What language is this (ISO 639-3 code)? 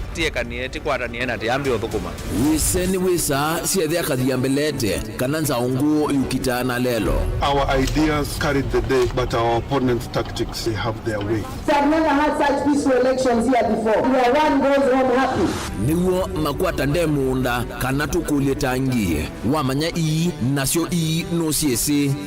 kam